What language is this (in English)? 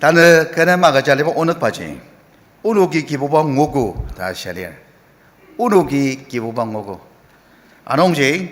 Ao Naga